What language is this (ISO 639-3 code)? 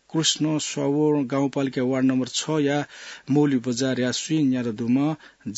new